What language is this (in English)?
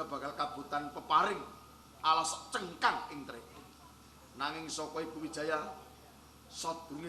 Javanese